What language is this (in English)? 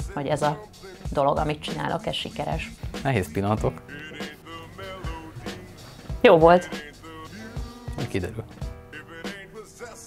Hungarian